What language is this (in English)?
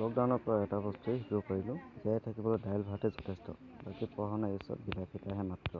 Assamese